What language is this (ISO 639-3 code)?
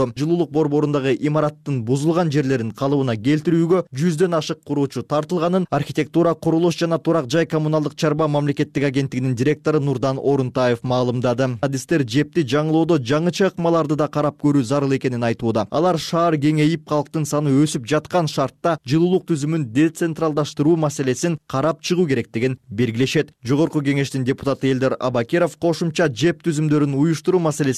kir